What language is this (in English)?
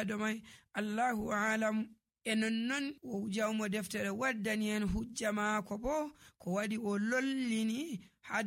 Nigerian Fulfulde